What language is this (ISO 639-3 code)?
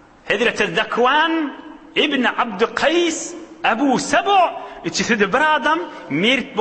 tuk